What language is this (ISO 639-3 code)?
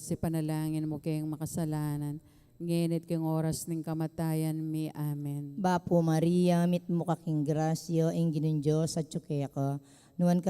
pam